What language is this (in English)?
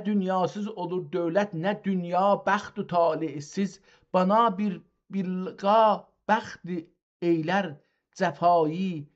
South Azerbaijani